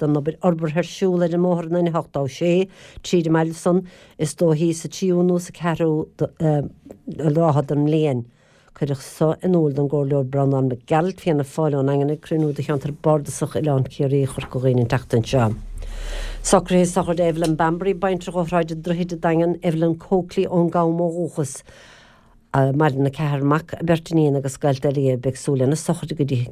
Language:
Irish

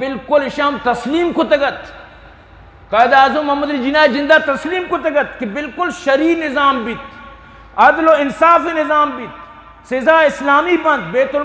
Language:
Eastern Balochi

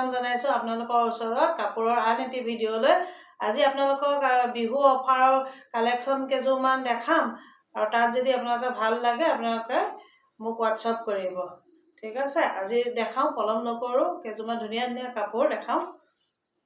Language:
Assamese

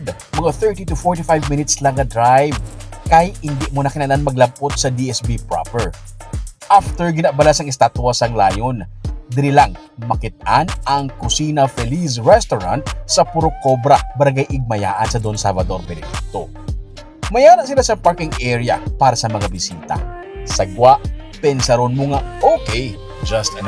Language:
Hiligaynon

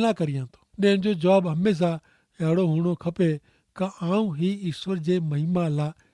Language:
Kachhi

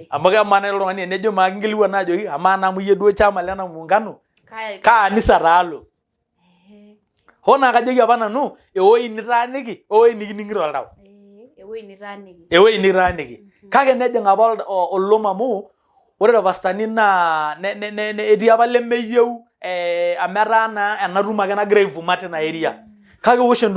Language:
Masai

